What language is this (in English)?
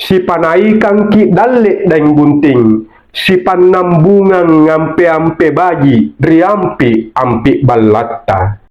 Makasar